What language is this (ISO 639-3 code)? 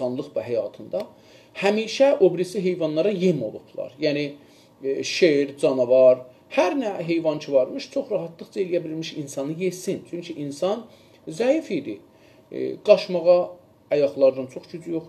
azb